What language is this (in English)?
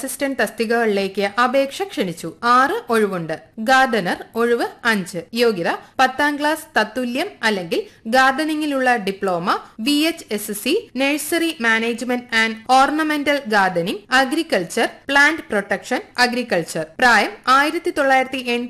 Malayalam